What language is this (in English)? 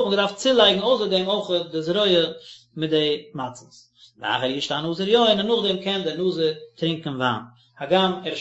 Yiddish